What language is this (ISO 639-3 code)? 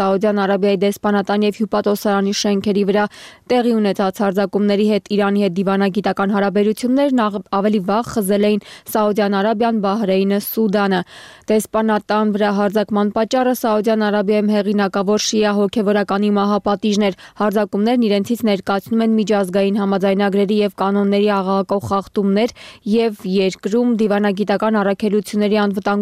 hye